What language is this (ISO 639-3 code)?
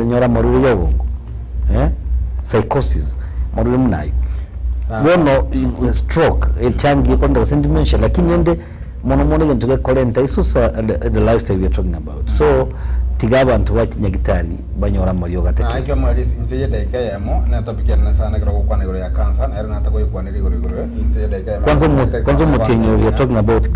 guz